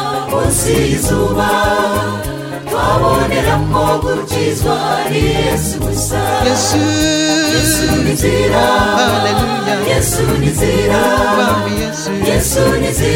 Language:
Kinyarwanda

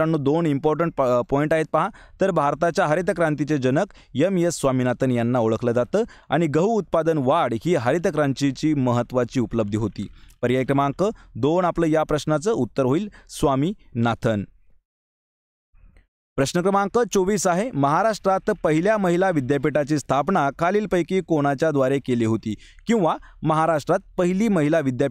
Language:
Marathi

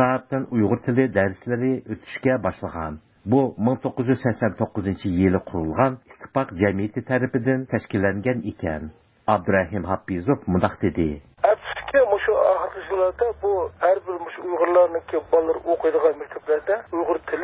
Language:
Uyghur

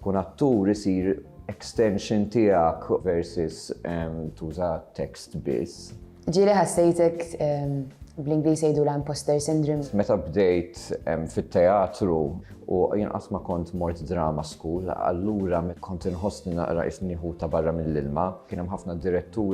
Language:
Maltese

